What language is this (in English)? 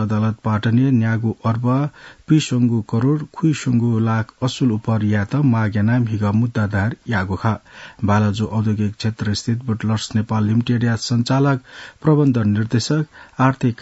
Newari